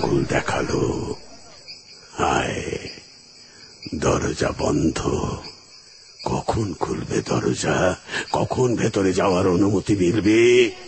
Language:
Bangla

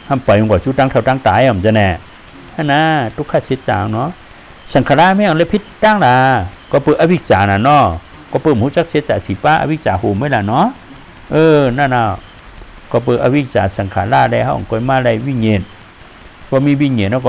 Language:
Shan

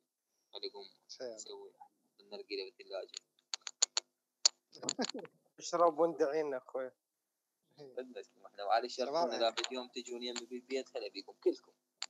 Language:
Mesopotamian Arabic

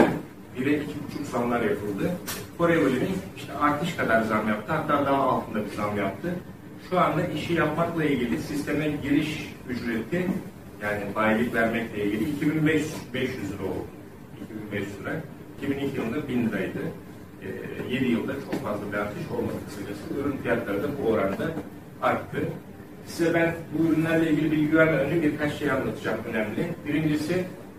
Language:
Turkish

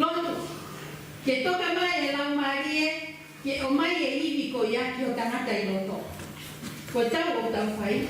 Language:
Tongan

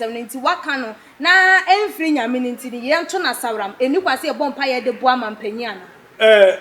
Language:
Akan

